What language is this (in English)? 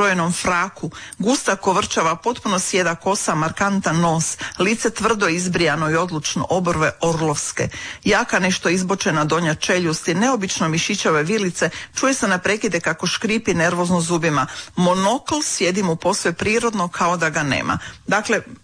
Croatian